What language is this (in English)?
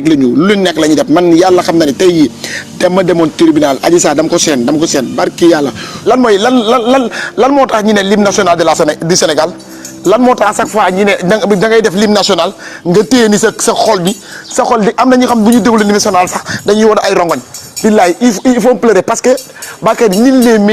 Wolof